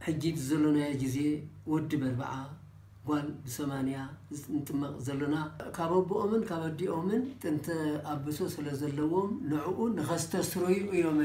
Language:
Tigrinya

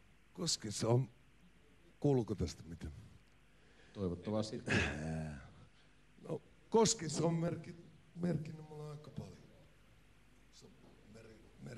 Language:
Finnish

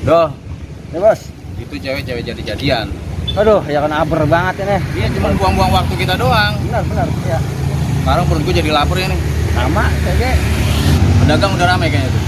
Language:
Betawi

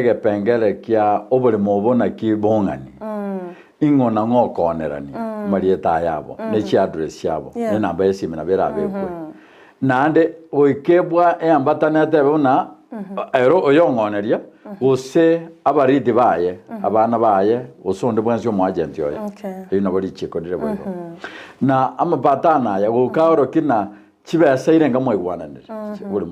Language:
Gusii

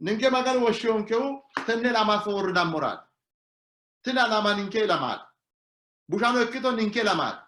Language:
Sidamo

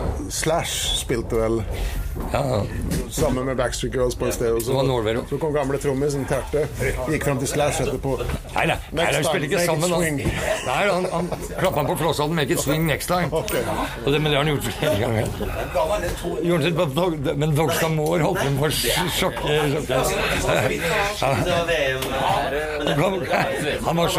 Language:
Norwegian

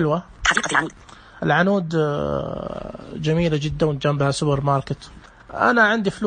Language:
Najdi Arabic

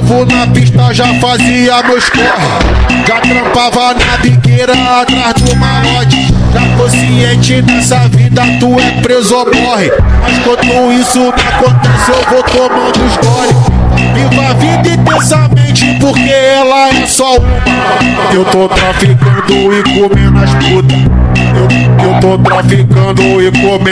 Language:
Portuguese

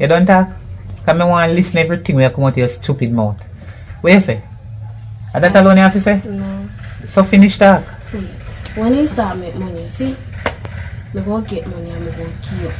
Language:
Jamaican Creole English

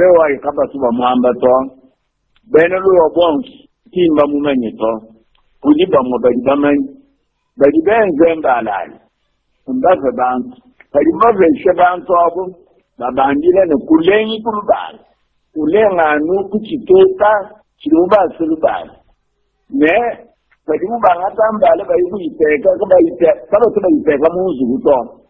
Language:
Luba-Lulua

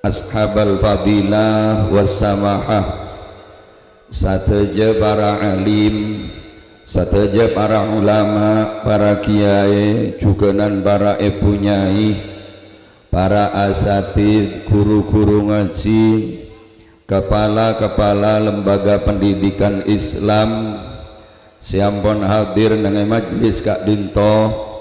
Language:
Madurese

